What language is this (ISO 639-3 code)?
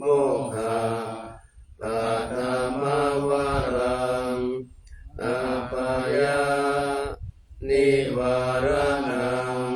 pli